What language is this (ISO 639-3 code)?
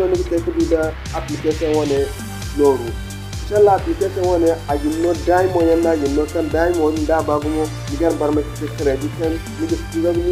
dje